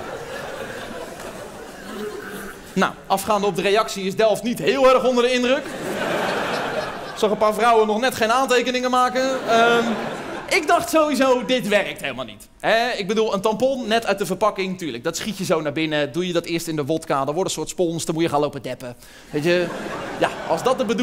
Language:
Dutch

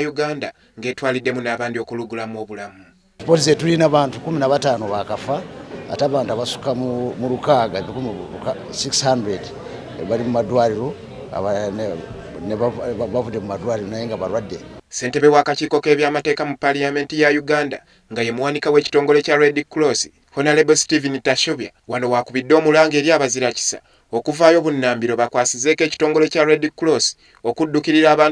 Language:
Ganda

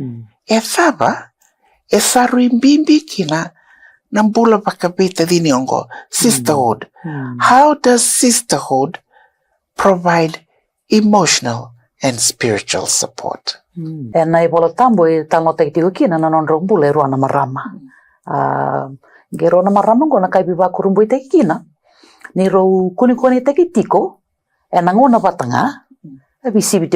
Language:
Fijian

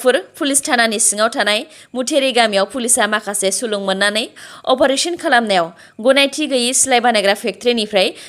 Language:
Bodo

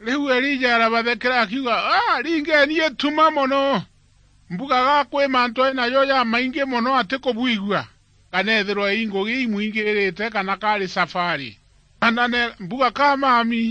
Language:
Meru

